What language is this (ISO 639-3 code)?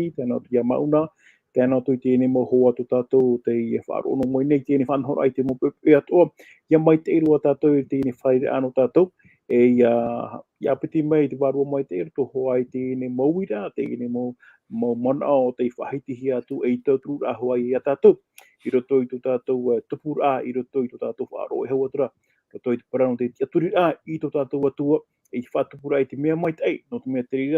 tah